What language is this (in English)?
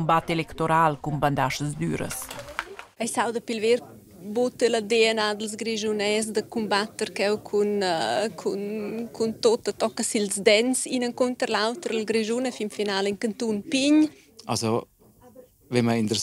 Romansh